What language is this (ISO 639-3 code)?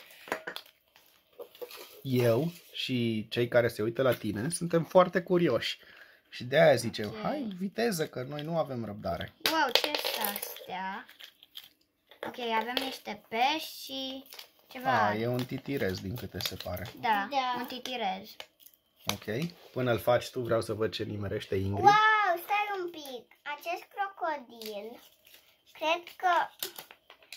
ron